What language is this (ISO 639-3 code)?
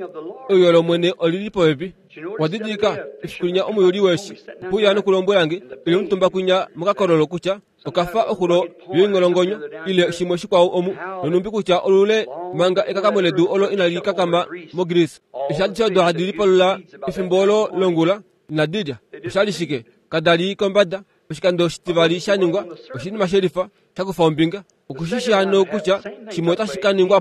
kua